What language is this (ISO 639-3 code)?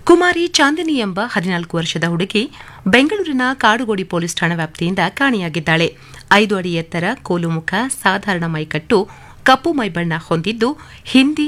kan